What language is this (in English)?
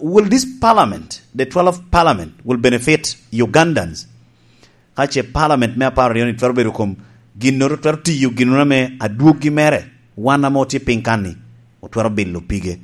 Lango (Uganda)